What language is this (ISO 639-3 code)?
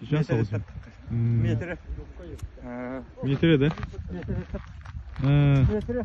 sah